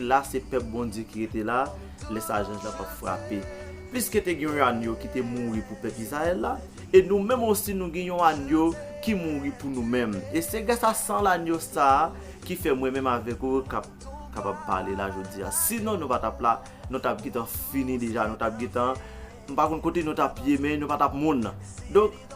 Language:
Haitian Creole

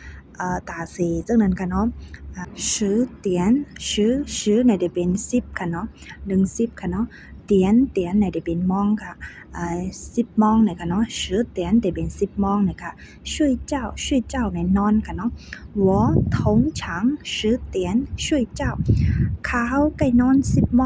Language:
Shan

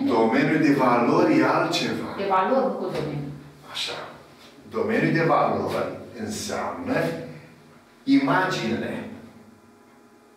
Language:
Romanian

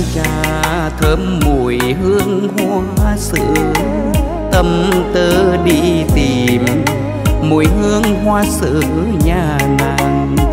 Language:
Vietnamese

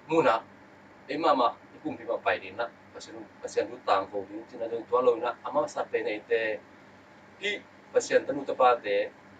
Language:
Tedim Chin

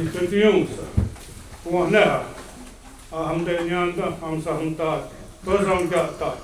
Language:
Mohawk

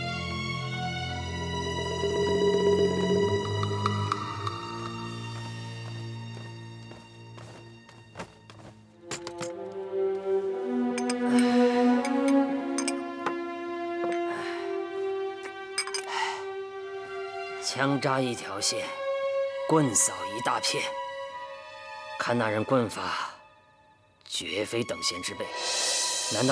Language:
Chinese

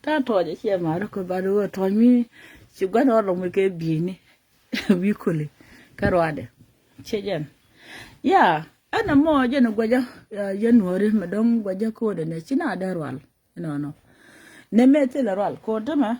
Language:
Nuer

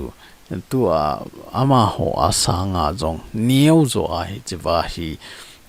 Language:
Thado Chin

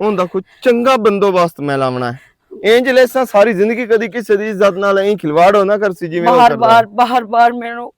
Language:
Western Panjabi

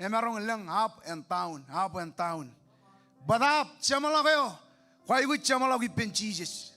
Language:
Marshallese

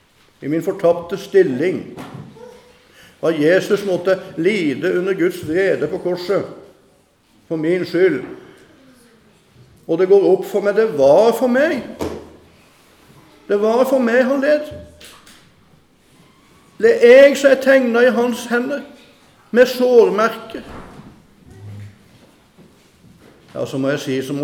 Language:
Norwegian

